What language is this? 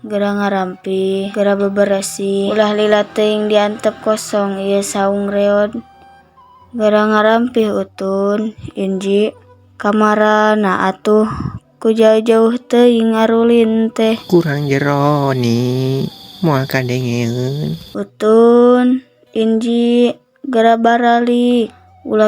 Sundanese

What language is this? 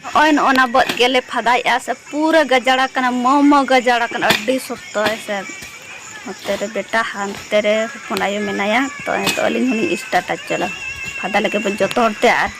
Santali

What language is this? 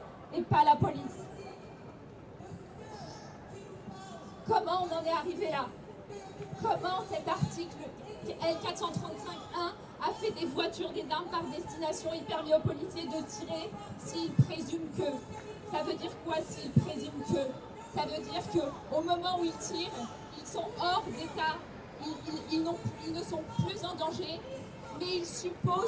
French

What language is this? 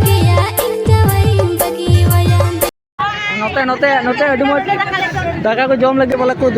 Santali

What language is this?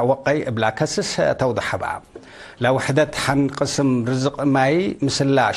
Tigre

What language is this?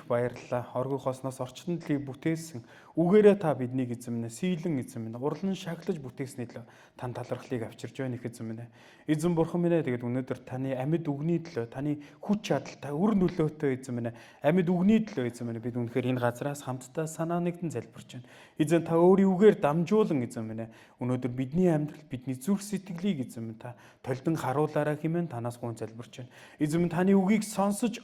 Mongolian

